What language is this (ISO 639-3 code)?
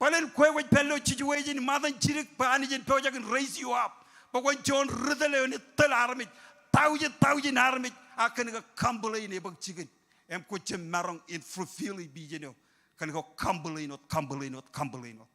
mah